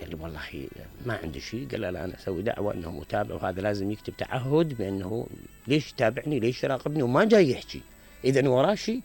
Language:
Mesopotamian Arabic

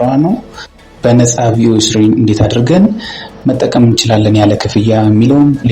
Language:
Amharic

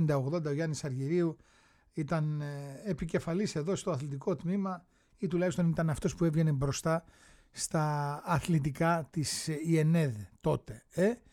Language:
Greek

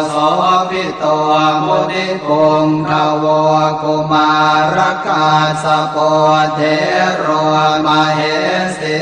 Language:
Pali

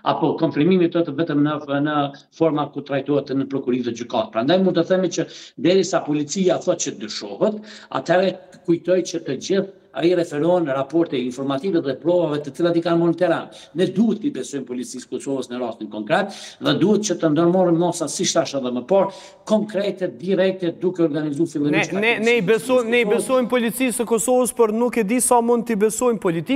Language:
Albanian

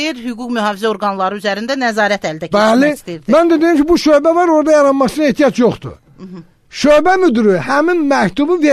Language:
Azerbaijani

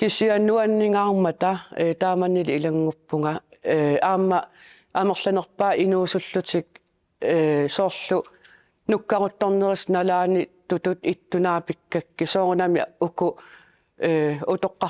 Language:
Kalaallisut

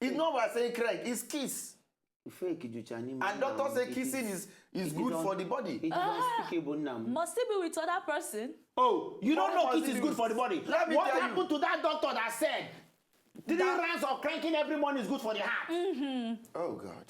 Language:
Nigerian Pidgin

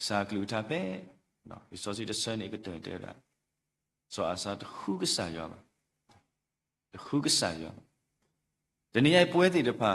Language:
S'gaw Karen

